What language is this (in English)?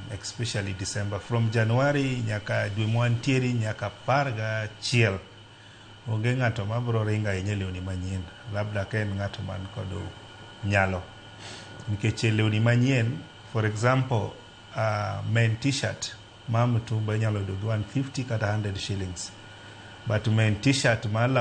Luo (Kenya and Tanzania)